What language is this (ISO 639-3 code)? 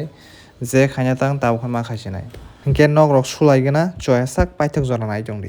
trp